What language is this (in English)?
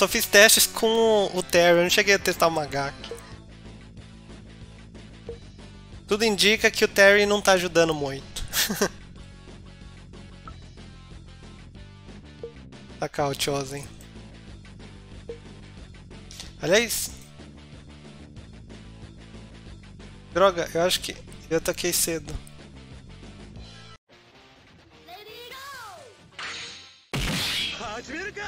Portuguese